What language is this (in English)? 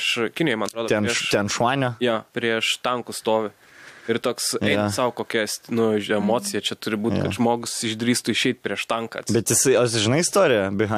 Lithuanian